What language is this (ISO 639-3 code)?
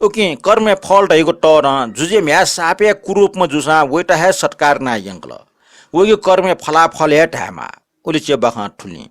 new